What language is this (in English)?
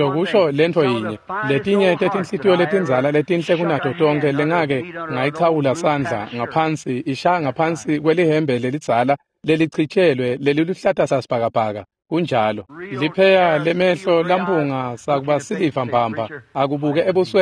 Swati